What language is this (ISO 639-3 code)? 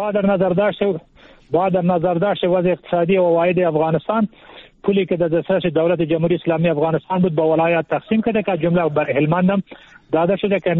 fas